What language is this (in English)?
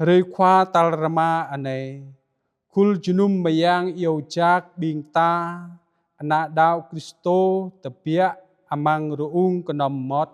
Jarai